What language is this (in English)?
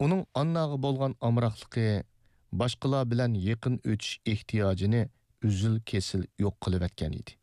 Uyghur